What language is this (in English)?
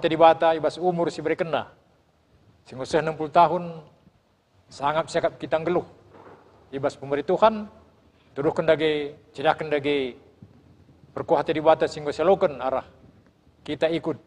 Batak Karo